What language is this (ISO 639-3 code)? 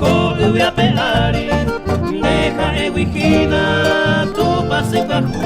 grn